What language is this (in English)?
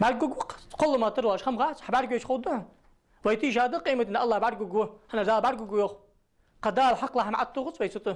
Ingush